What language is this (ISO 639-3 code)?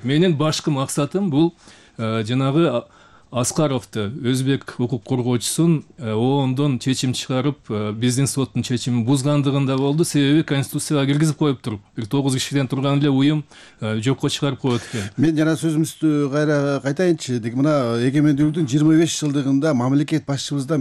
kir